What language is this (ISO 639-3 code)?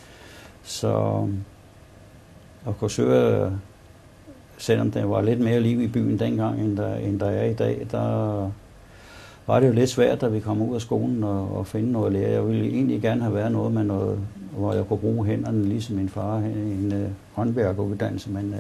dan